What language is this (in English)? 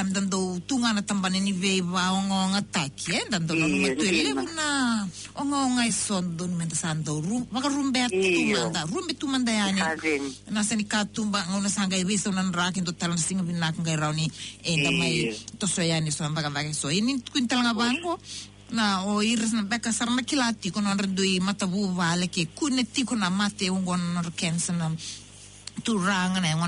Fijian